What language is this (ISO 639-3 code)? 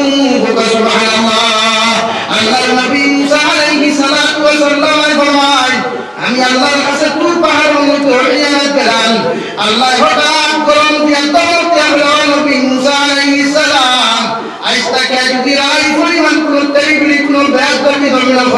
syl